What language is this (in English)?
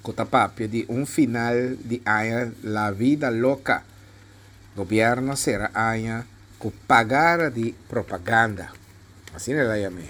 Papiamento